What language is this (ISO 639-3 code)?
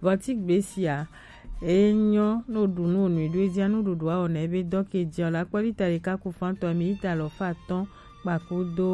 gej